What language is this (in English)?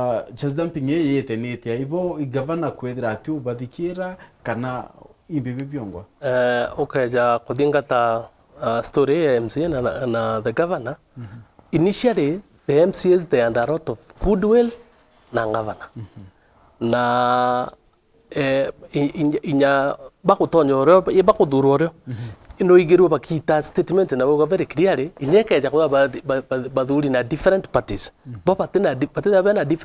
Meru